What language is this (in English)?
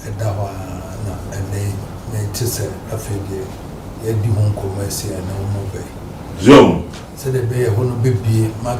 Akan